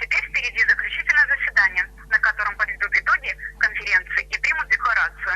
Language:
Crimean Tatar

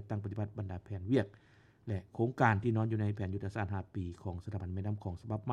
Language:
Lao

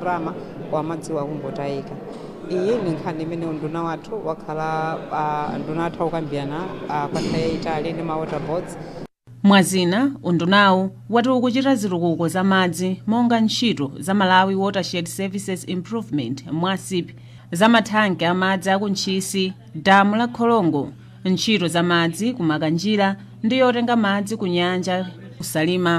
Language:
Nyanja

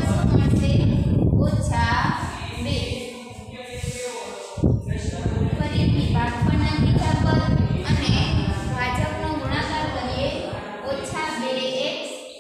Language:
Gujarati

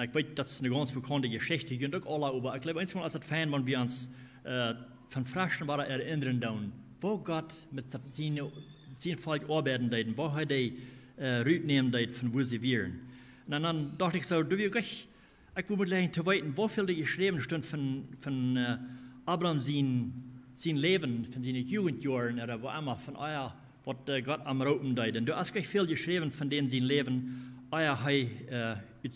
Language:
Plautdietsch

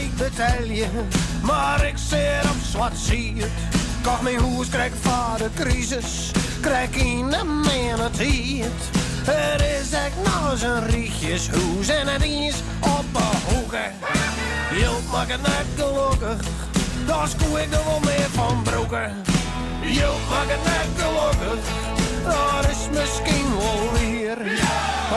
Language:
Western Frisian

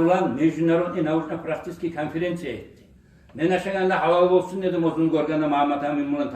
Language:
Kumyk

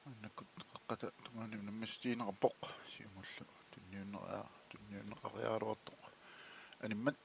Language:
Kalaallisut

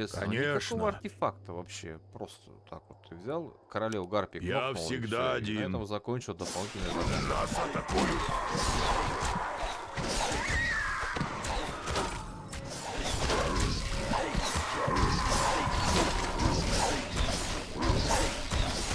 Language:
Russian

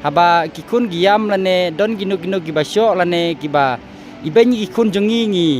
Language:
Khasi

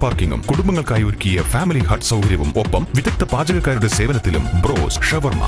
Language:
Malayalam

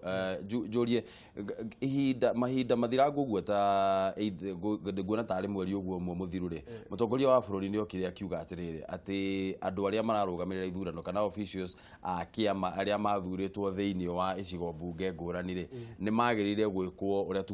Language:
Kikuyu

